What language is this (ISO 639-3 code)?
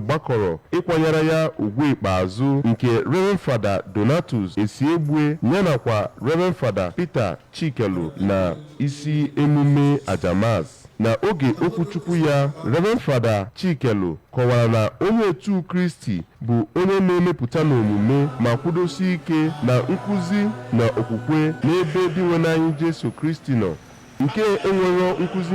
ibo